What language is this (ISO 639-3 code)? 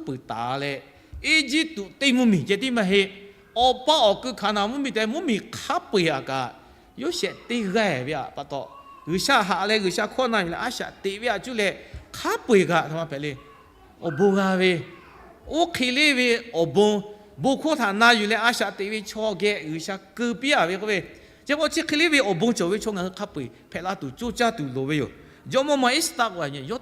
lhu